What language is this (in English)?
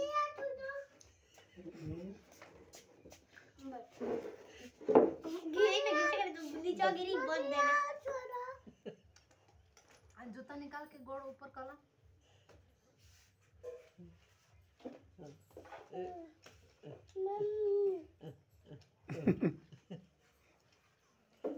Bhojpuri